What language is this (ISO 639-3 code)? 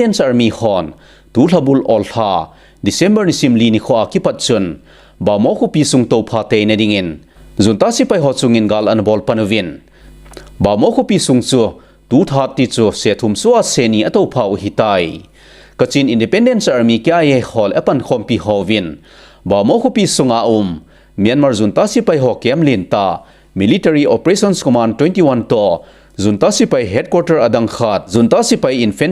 tcz